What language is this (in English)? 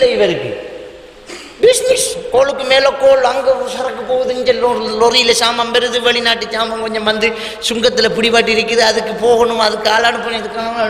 Tamil